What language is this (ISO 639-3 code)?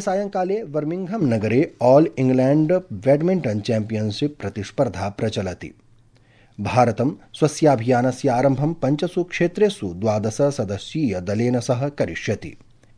san